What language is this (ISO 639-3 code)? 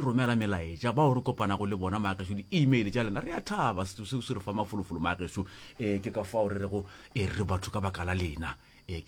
nso